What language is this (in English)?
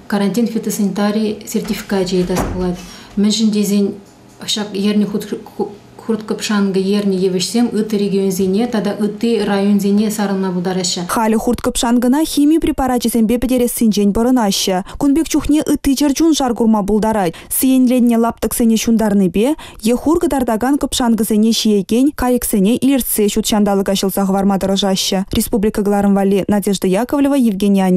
Chuvash